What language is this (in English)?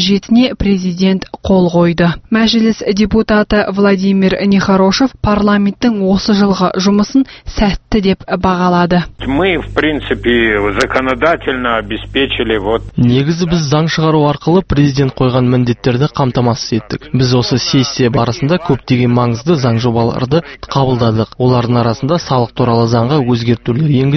Kazakh